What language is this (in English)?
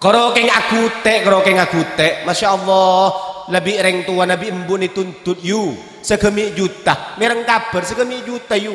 Madurese